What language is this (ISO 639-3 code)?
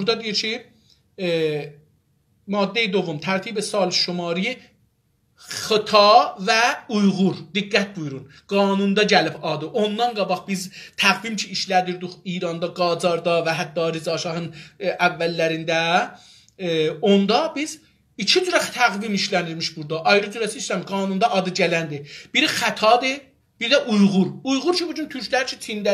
azb